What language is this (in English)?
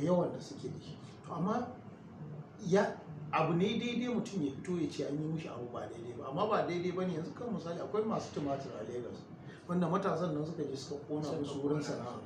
Hausa